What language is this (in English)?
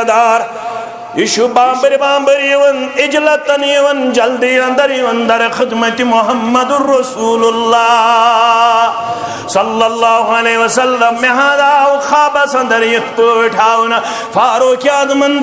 Kashmiri